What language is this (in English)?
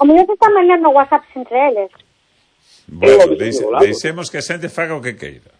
Galician